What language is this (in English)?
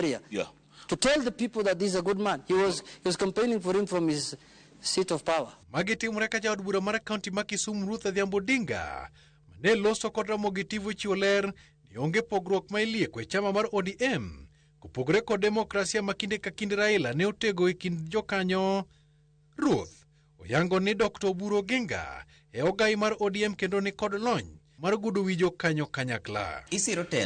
Luo (Kenya and Tanzania)